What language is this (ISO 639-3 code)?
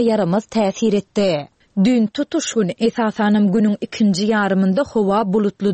tuk